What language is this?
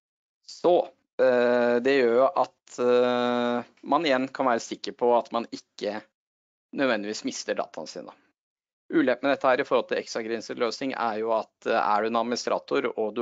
Norwegian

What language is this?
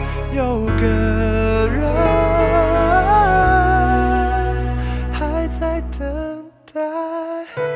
Chinese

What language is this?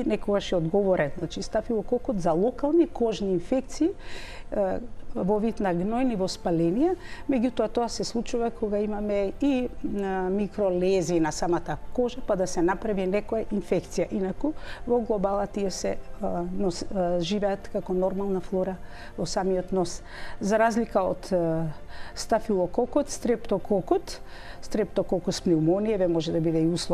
Macedonian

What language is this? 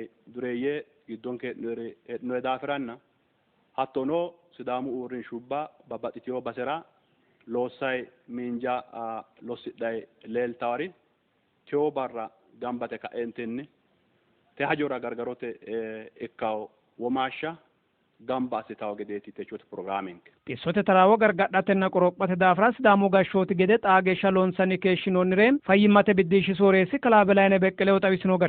Sidamo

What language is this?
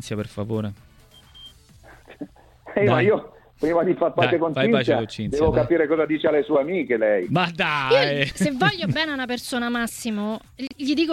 Italian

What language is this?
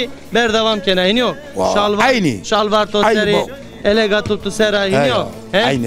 Zaza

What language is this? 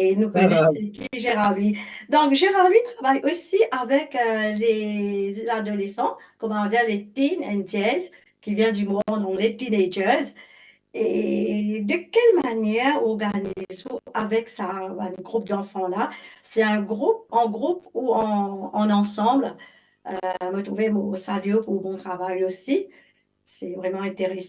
Morisyen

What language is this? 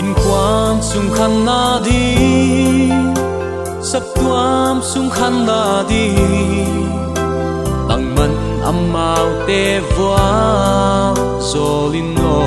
Paite Chin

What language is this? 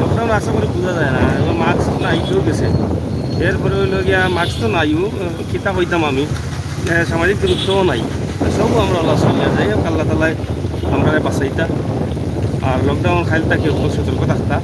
Sylheti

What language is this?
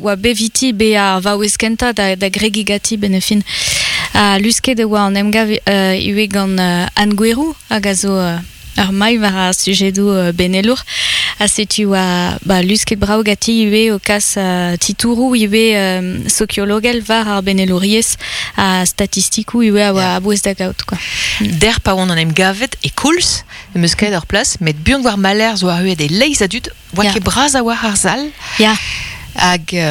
Breton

